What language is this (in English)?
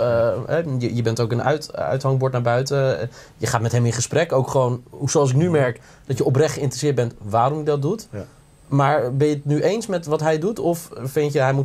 Dutch